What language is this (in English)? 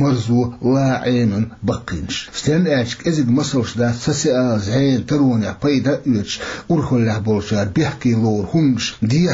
Chechen